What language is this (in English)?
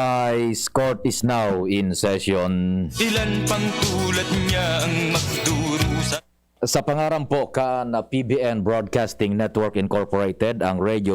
Bikol